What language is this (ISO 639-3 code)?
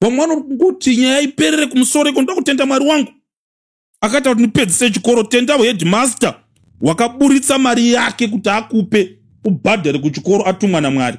sna